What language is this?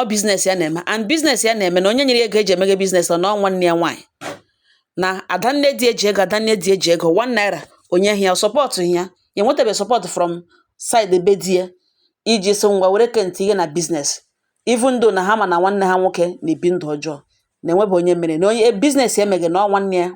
Igbo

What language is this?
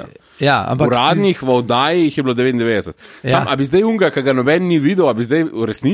Slovenian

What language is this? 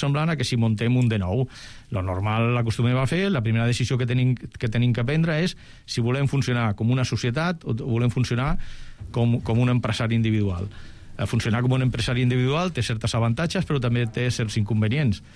Catalan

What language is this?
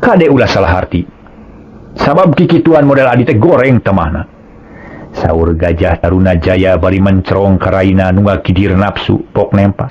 Sundanese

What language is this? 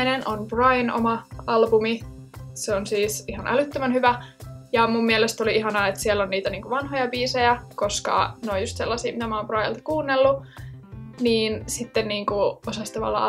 Finnish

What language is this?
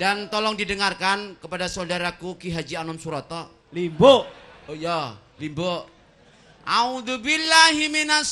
Javanese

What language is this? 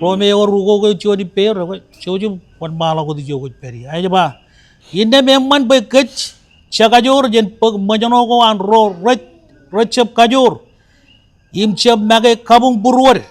Marshallese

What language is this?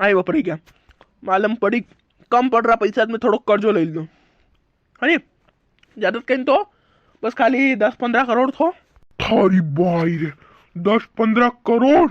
Rajasthani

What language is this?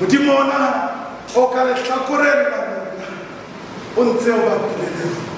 Southern Sotho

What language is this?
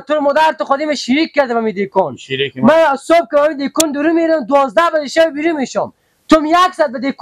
Persian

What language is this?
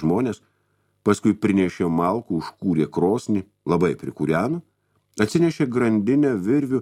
Lithuanian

